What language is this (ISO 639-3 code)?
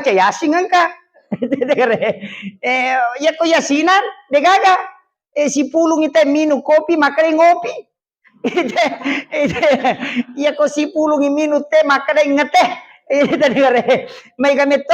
bug